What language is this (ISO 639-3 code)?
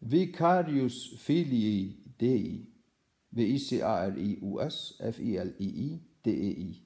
fao